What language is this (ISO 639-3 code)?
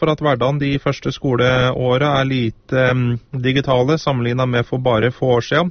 nor